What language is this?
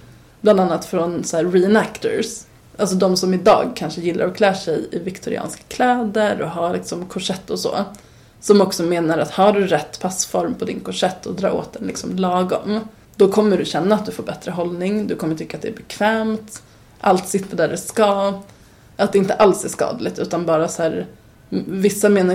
Swedish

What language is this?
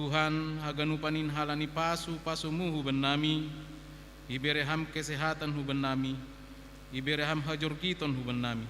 Batak Simalungun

